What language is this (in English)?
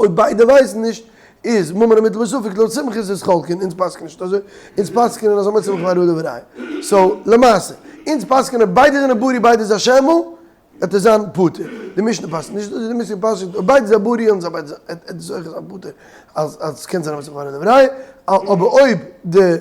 Yiddish